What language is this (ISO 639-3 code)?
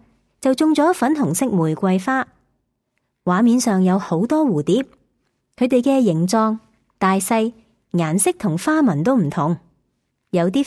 yue